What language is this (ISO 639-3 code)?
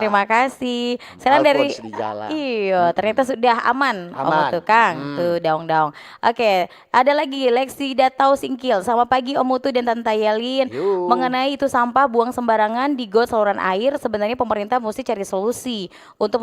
xmm